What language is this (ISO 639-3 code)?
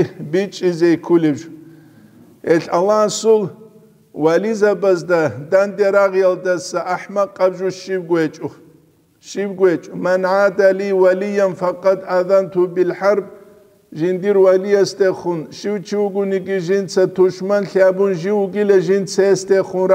ava